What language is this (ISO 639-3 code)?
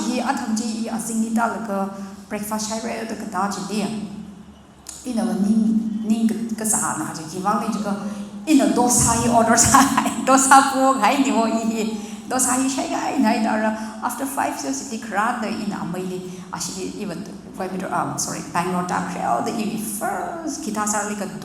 nmf